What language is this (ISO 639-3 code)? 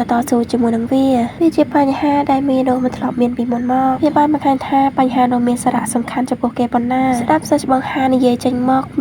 khm